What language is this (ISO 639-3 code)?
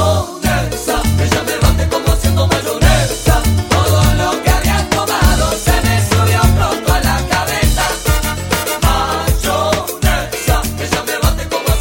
spa